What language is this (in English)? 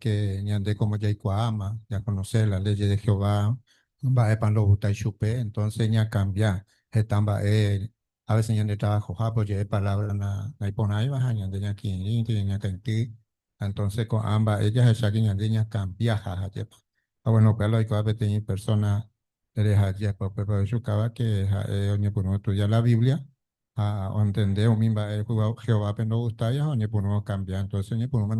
Guarani